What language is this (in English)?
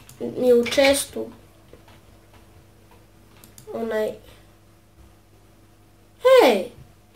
Croatian